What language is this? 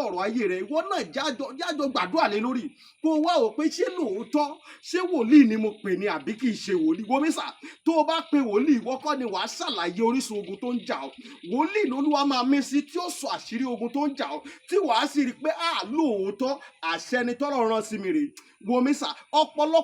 Yoruba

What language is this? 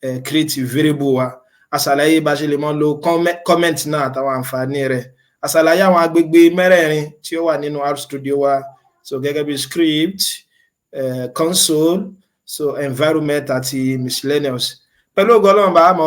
Yoruba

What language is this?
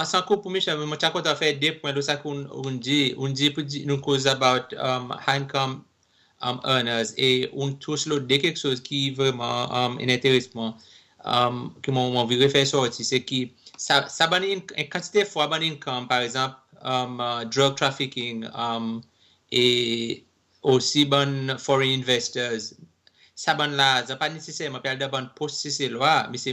Seselwa Creole French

